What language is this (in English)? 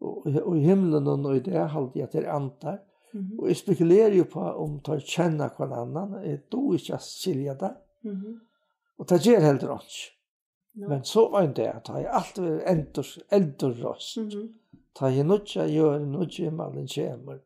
Faroese